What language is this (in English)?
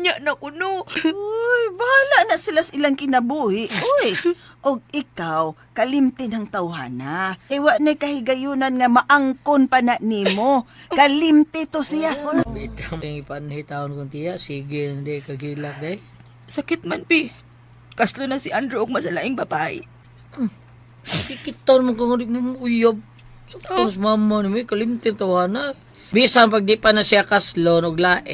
Cebuano